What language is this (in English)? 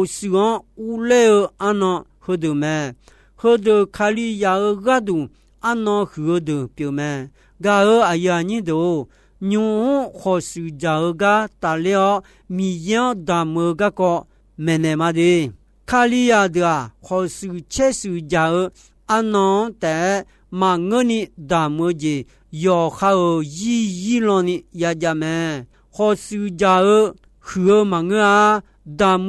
Akha